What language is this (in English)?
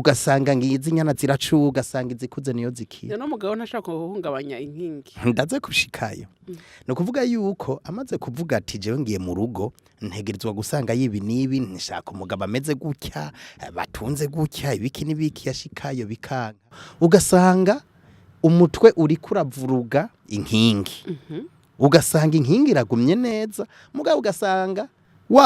Rundi